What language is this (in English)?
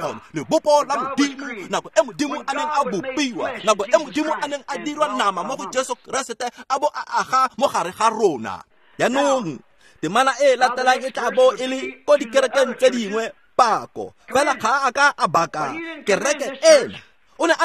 Tswana